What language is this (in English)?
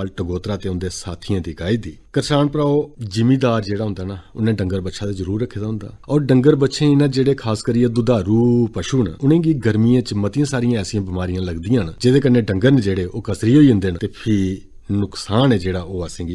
Dogri